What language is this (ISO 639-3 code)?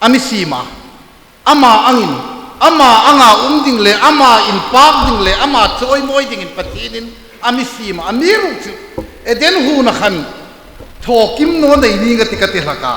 hmr